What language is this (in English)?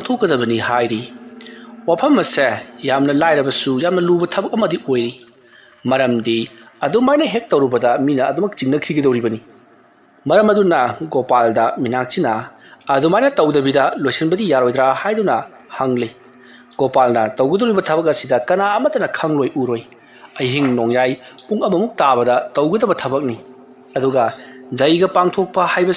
Manipuri